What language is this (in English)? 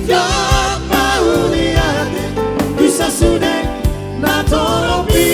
Batak Toba